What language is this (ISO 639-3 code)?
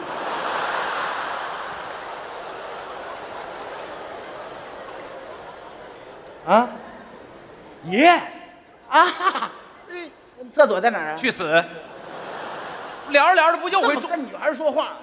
zho